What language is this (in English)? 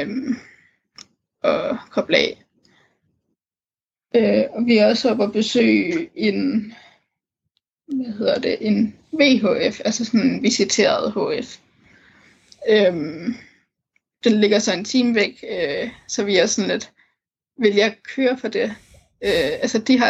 Danish